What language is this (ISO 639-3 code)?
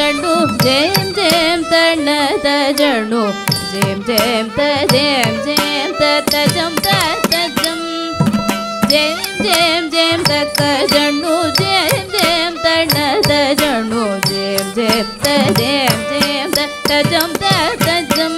tam